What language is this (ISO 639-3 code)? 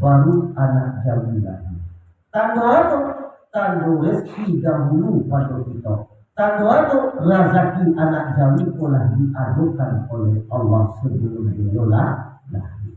min